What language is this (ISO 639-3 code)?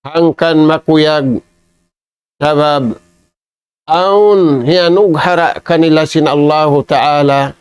tsg